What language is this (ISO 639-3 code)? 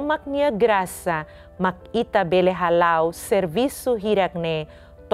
tet